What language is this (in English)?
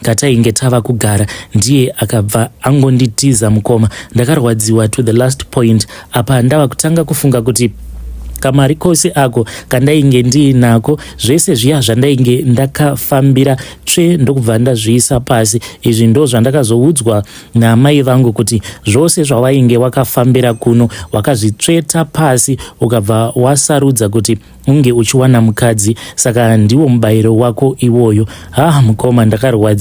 Shona